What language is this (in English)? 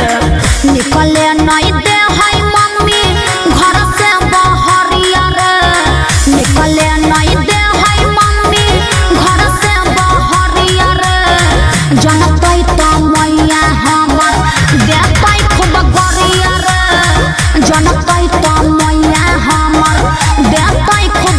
Magahi